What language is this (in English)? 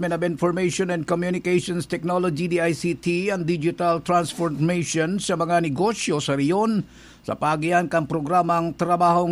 Bikol